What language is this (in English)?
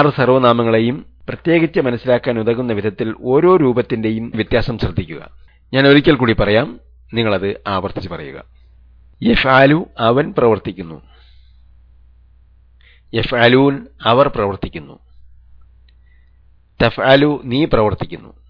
Malayalam